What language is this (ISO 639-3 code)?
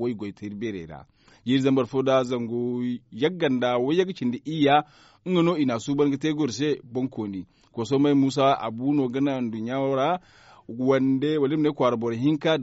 dje